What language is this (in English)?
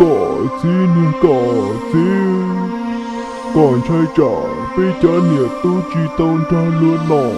Hmong